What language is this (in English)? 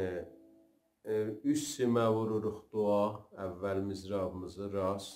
South Azerbaijani